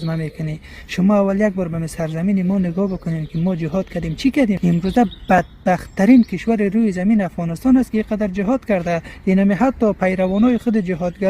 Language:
Persian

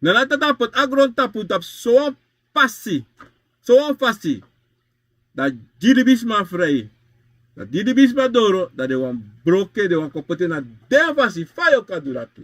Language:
Sranan Tongo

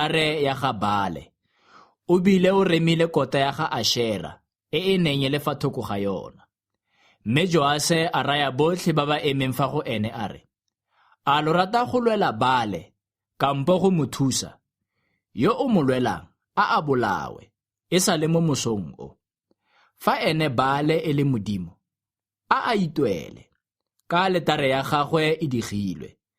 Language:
Tswana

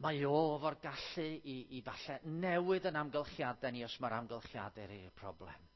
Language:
Welsh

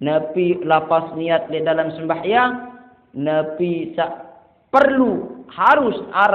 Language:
Sasak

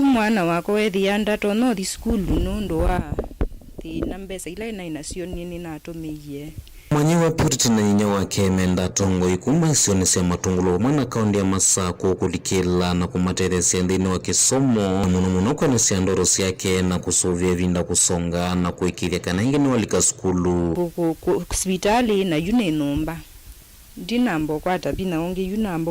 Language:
Kamba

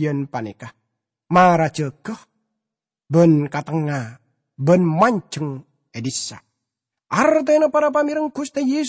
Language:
Madurese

